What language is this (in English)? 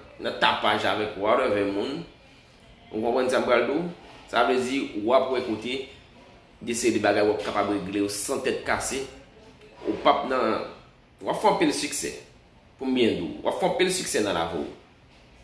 Haitian Creole